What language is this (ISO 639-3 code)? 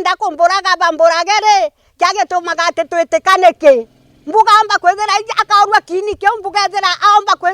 mer